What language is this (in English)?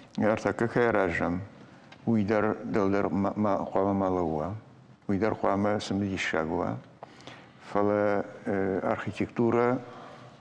Ossetic